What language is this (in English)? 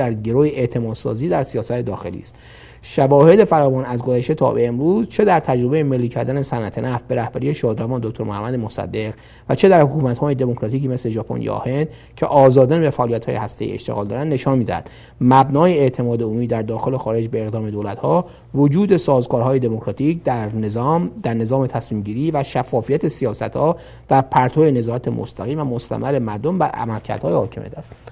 Persian